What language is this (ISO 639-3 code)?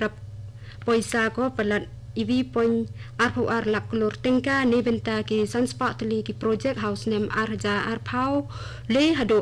kha